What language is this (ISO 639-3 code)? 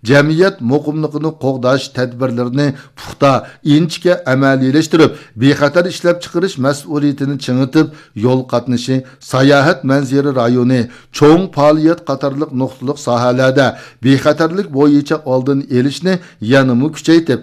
uig